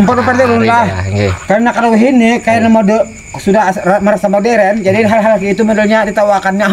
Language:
Banjar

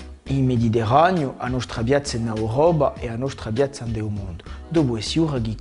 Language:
Corsican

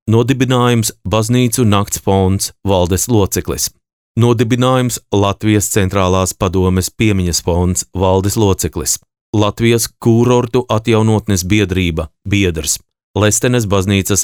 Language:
Latvian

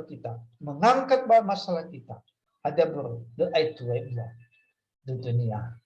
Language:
Nias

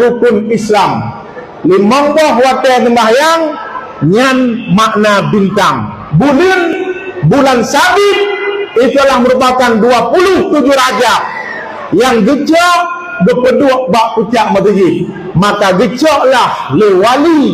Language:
Achinese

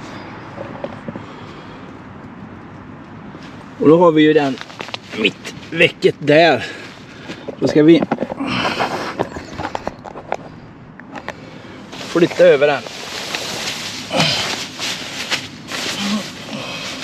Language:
Swedish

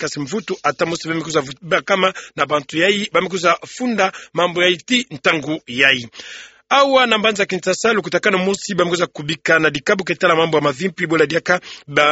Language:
Kituba (Democratic Republic of Congo)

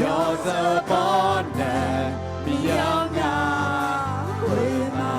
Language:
Akha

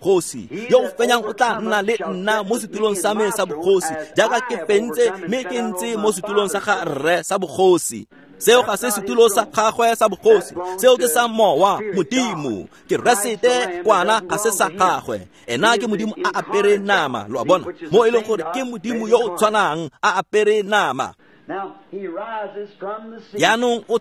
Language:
Tswana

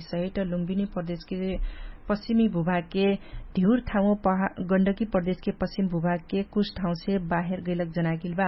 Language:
Dangaura Tharu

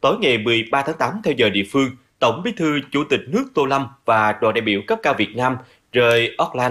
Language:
Vietnamese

